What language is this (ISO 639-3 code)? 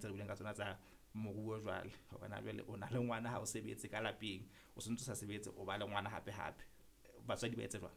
sot